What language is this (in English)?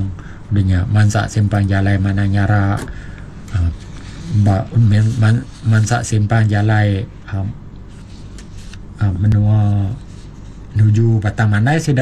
Iban